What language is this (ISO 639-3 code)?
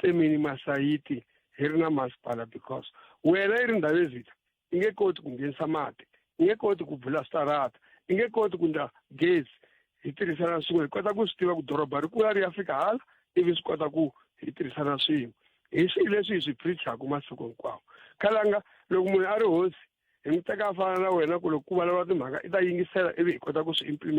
tso